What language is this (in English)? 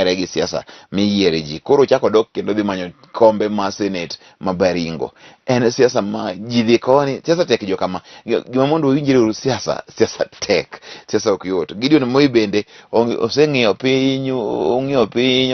Luo (Kenya and Tanzania)